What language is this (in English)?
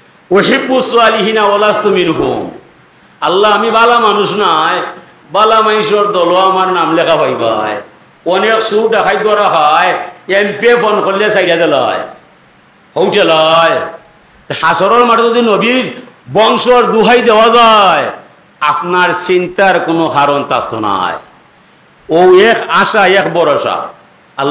Sylheti